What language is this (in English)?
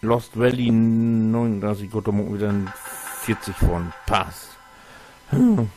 Low German